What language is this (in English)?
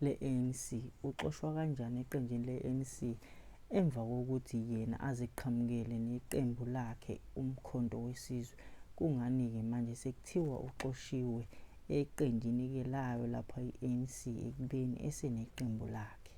Zulu